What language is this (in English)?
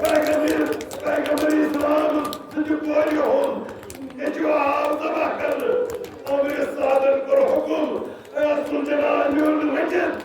Kashmiri